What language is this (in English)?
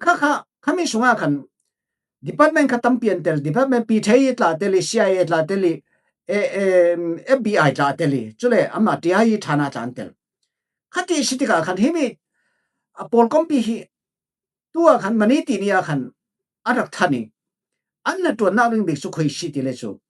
Falam Chin